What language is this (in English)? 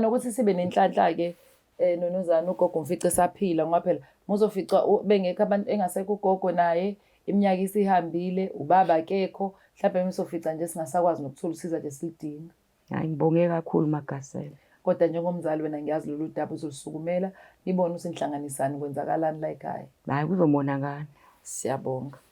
Zulu